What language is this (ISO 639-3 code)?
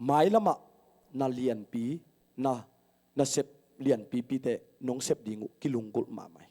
ctd